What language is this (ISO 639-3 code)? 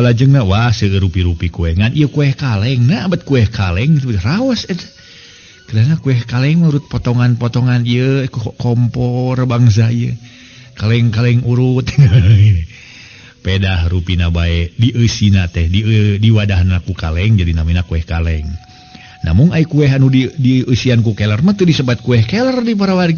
sun